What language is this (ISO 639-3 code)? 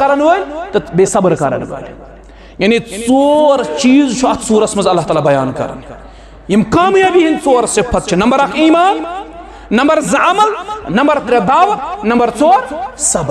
kas